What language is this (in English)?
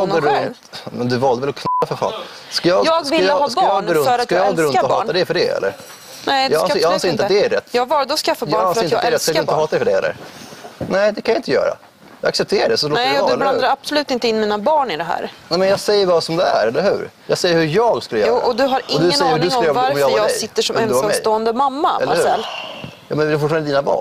Swedish